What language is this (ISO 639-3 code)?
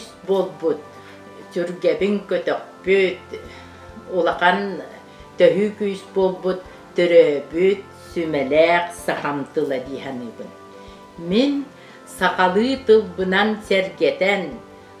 sah